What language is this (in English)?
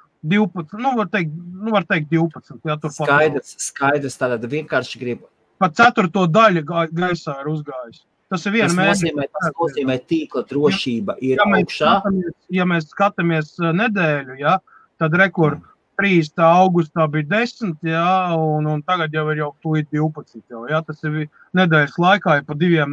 Latvian